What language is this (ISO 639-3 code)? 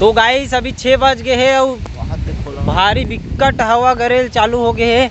hne